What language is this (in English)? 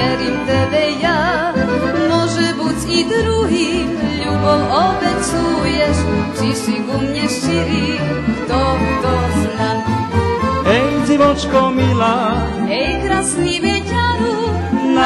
Rusyn